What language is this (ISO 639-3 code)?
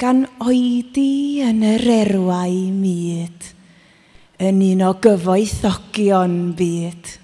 cym